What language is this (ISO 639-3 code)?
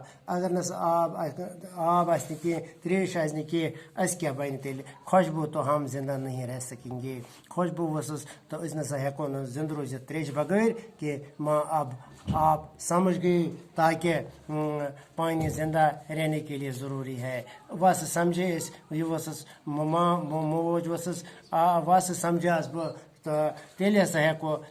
kas